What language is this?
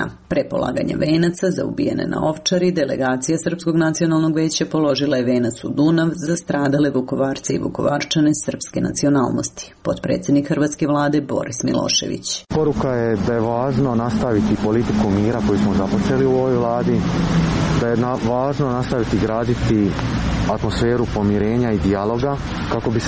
Serbian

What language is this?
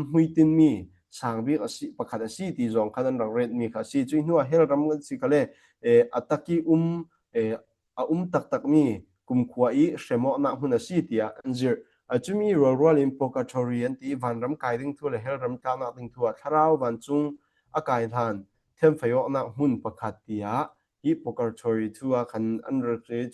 Falam Chin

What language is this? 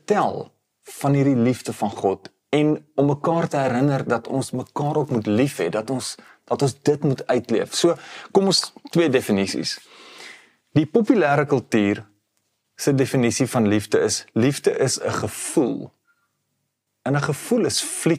Afrikaans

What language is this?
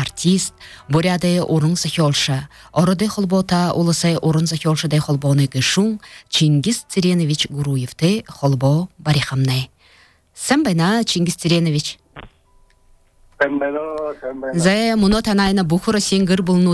Buriat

